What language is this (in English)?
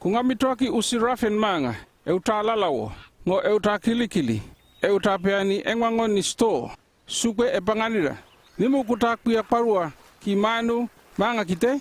North Efate